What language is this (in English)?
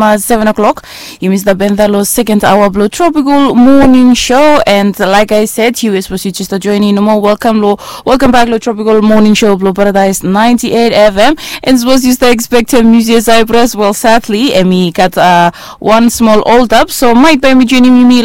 Bislama